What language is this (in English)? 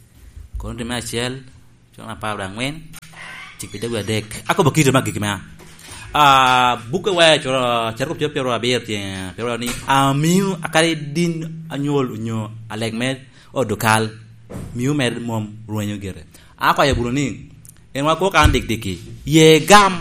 Lango (Uganda)